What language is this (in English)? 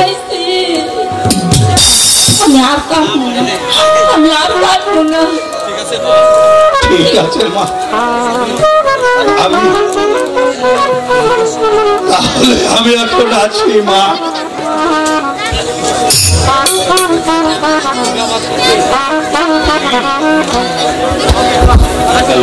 Bangla